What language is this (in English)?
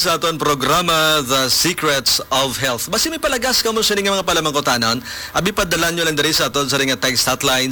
Hiligaynon